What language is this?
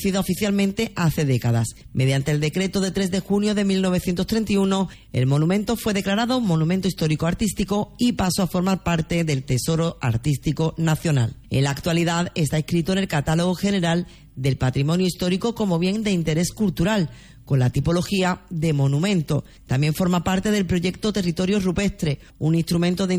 Spanish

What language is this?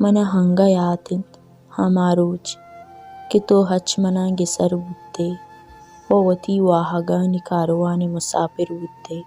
Baluchi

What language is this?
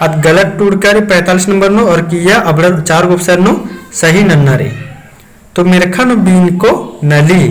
Kurukh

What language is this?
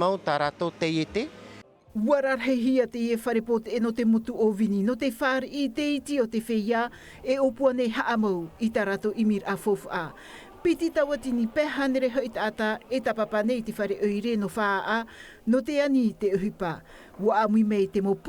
Tahitian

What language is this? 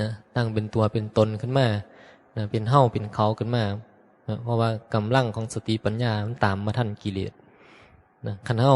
Northeastern Thai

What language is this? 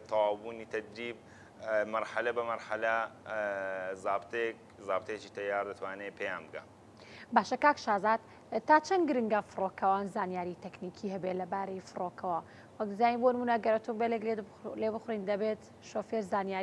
Central Kurdish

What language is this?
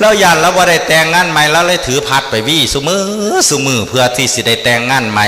Northeastern Thai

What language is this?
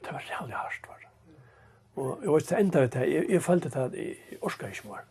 Faroese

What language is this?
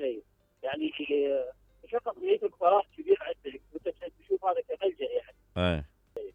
Mesopotamian Arabic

